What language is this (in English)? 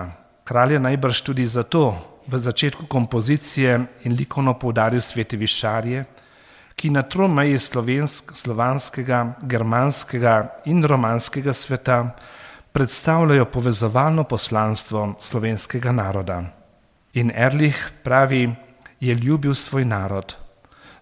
Slovenian